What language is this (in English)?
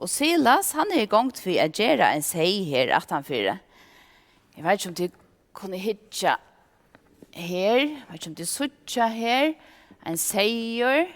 Faroese